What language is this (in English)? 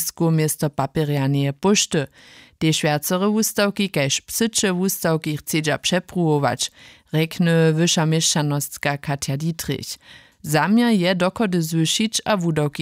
Upper Sorbian